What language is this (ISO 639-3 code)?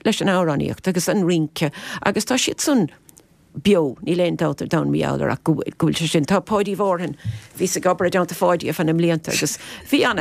gle